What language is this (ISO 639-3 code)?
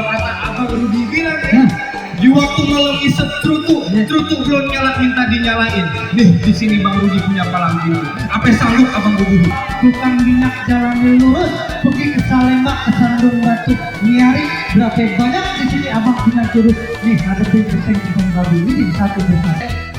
bew